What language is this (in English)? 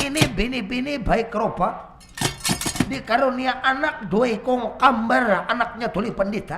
Banjar